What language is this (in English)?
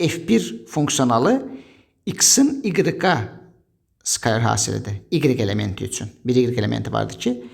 Azerbaijani